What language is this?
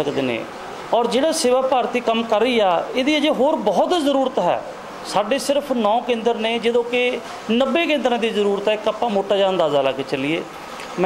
Punjabi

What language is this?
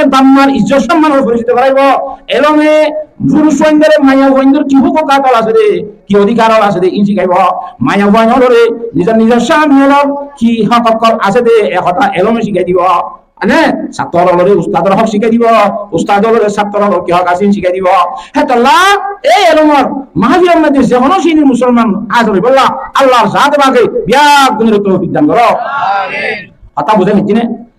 Rohingya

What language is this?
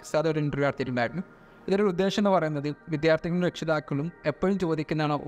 Malayalam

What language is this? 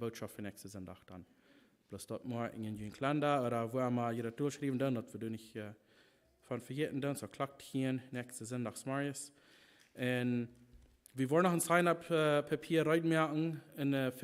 Plautdietsch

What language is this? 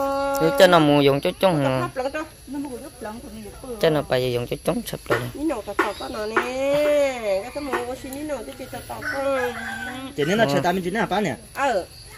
Vietnamese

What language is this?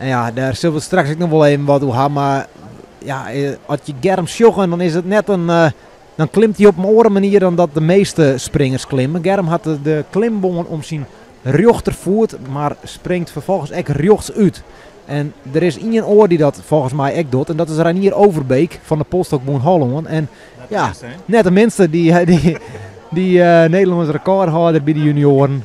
Western Frisian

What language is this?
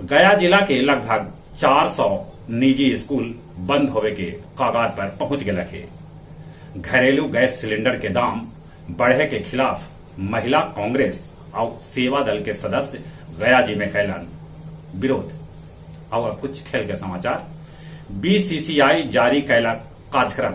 Magahi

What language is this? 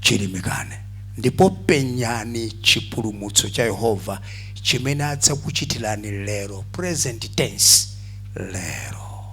Nyanja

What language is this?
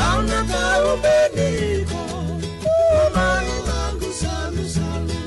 Fijian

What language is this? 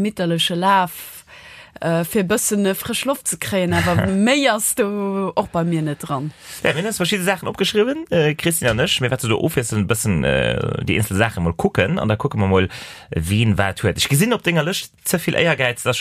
Luxembourgish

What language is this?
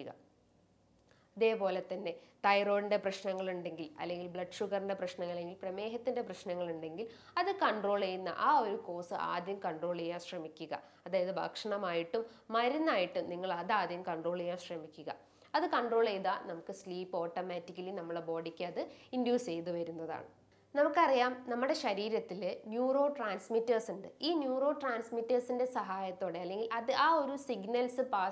Malayalam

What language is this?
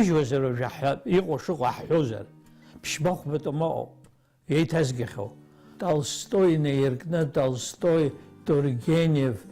Abkhazian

